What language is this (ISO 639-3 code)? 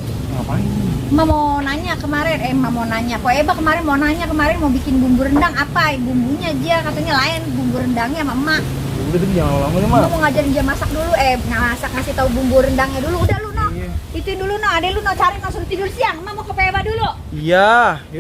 bew